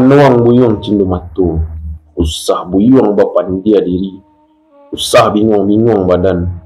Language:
Minangkabau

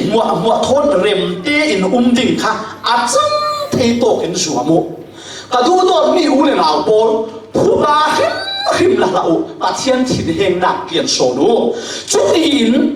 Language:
Falam Chin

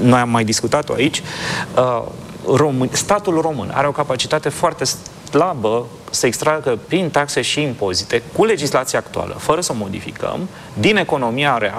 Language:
Romanian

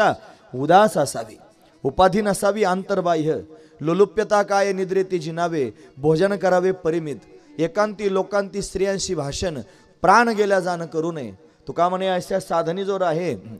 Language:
Marathi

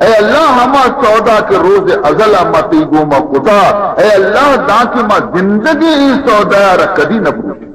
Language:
Baluchi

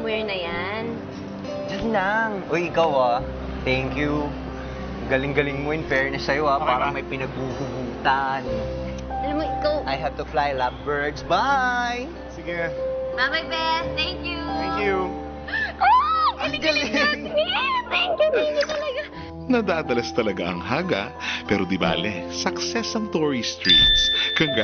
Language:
Filipino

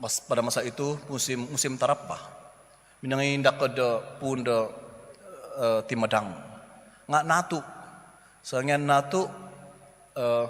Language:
Central Dusun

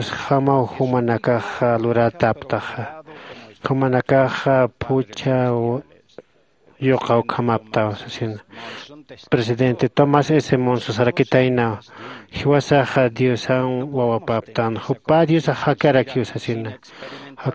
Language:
Aymara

